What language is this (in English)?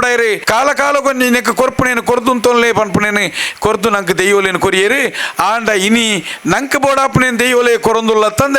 Tulu